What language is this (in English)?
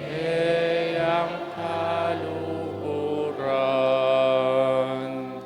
Pampanga